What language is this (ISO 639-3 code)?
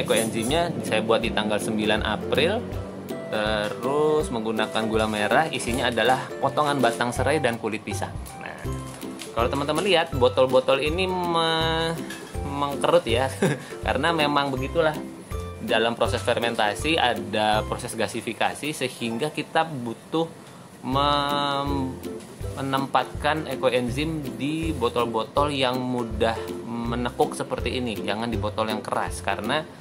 ind